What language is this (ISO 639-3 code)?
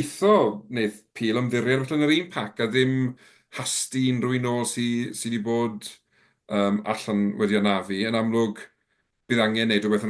cym